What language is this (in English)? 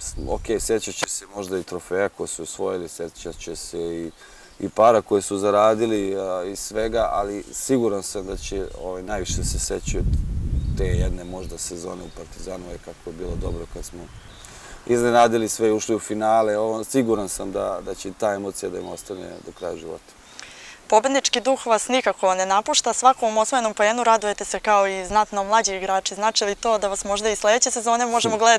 Serbian